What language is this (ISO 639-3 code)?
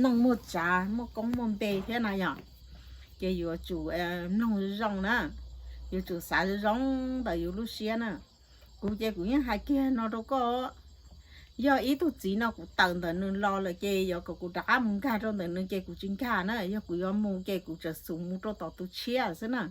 hmn